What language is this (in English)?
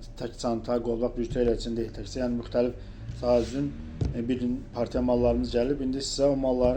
Azerbaijani